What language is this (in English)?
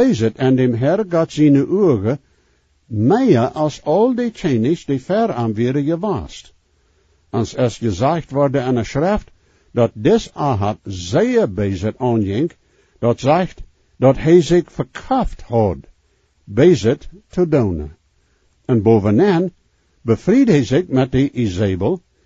Plautdietsch